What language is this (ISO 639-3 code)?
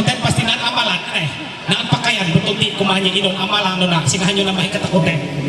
mhy